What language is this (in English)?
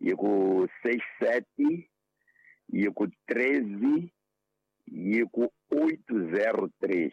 Tsonga